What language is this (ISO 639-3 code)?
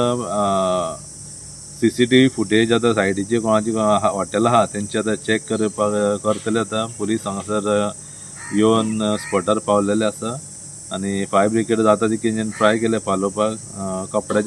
kok